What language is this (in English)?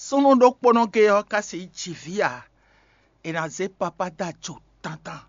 Fon